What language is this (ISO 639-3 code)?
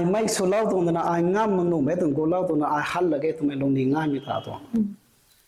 nbu